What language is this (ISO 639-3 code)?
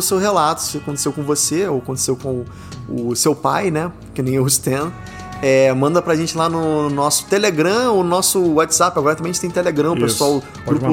por